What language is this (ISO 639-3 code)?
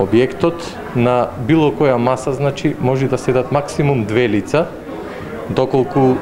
mkd